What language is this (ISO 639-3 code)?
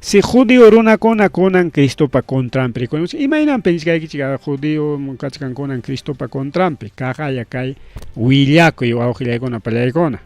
quy